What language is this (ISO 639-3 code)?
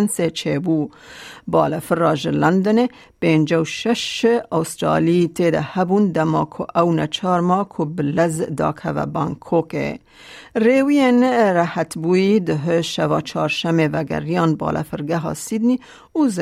kur